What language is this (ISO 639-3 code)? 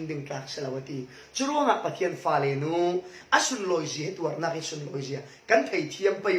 cfm